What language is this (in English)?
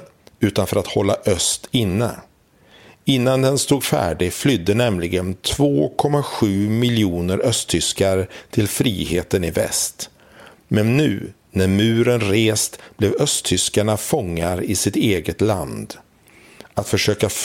Swedish